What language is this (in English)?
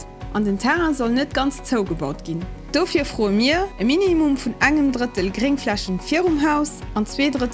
Luxembourgish